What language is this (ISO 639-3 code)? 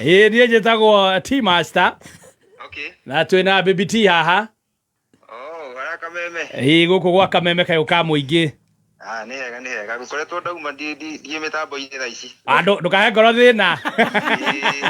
kik